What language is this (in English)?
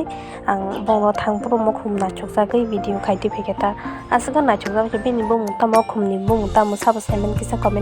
Kok Borok